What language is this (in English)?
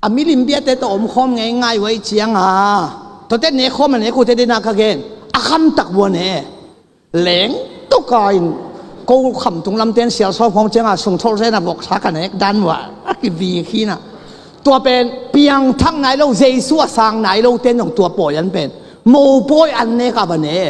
Tedim Chin